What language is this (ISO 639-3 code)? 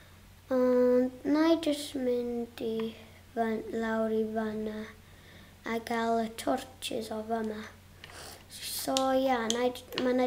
cym